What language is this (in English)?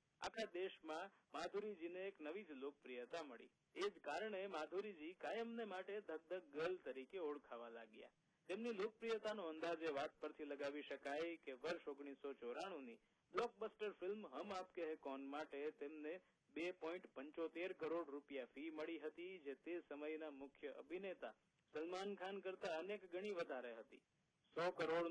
Gujarati